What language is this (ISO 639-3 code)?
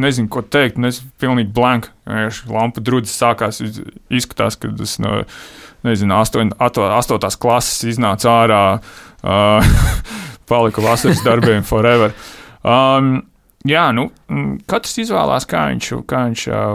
lav